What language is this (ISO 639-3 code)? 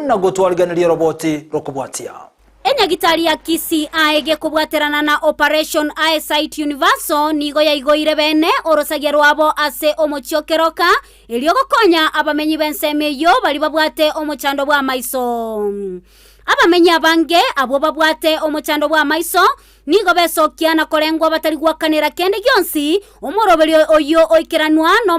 guz